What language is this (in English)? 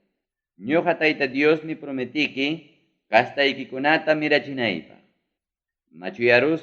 Ayacucho Quechua